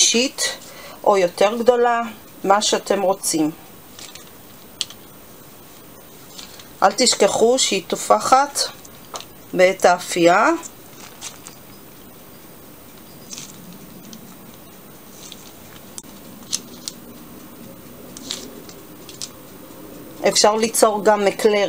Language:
Hebrew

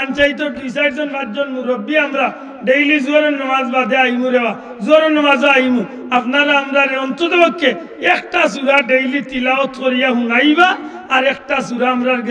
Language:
Sylheti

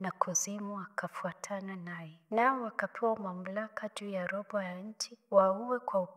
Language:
Swahili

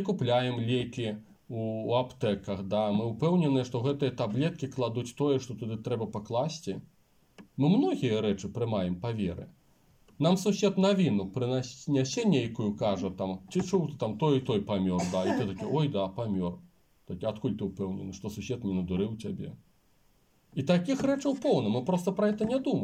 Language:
Belarusian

